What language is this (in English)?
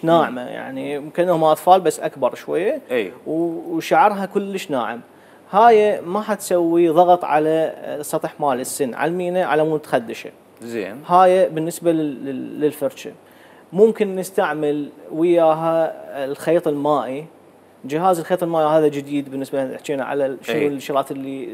Mesopotamian Arabic